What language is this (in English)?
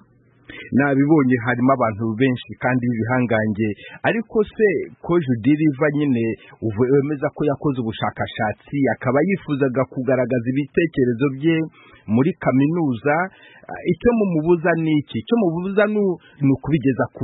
Kinyarwanda